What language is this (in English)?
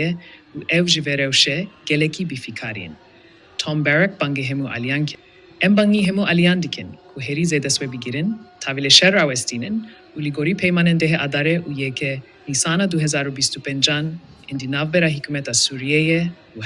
Kurdish